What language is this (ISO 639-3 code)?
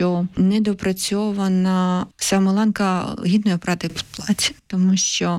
ukr